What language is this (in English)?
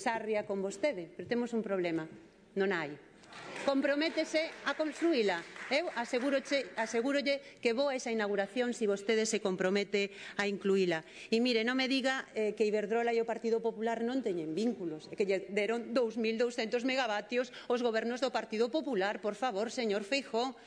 Galician